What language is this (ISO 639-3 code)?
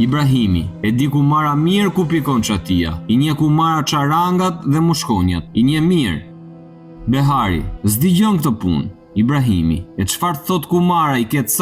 sqi